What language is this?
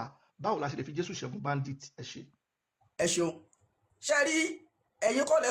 Yoruba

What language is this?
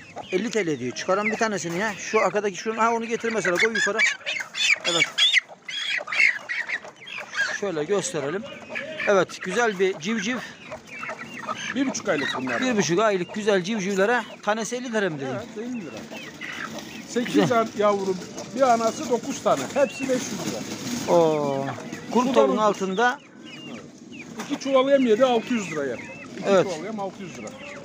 Turkish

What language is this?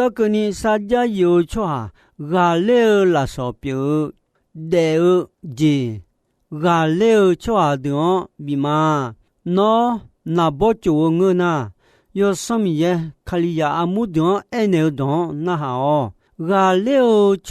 Akha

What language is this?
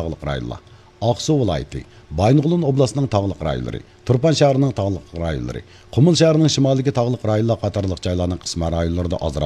Uyghur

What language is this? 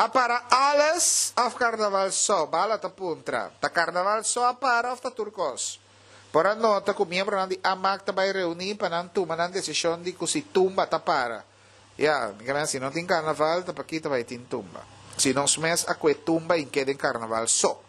Papiamento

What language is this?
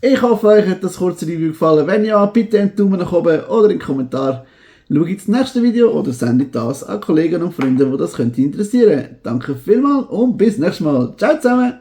Swiss German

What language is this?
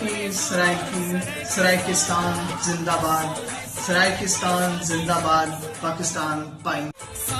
Saraiki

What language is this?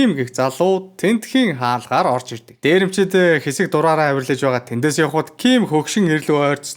Mongolian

